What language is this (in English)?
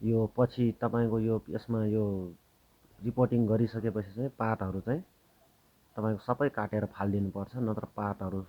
Nepali